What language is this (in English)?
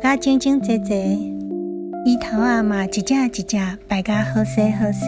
Min Nan Chinese